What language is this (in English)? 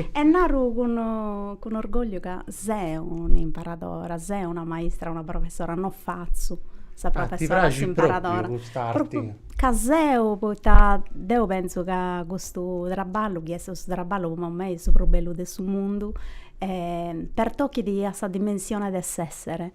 Sardinian